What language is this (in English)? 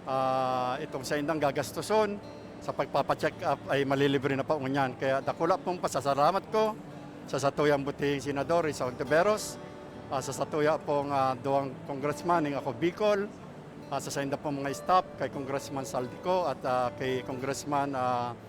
Bikol